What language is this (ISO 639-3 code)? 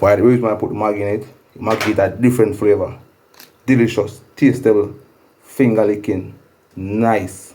jam